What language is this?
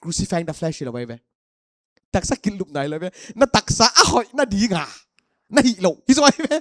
Paite Chin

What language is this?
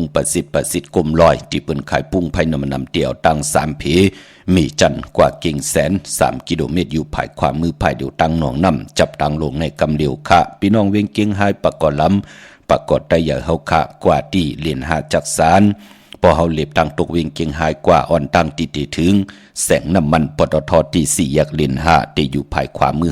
Shan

